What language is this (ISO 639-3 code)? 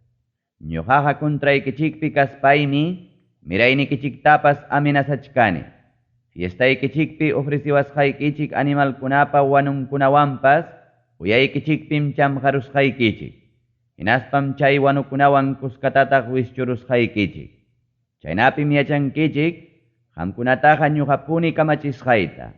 quy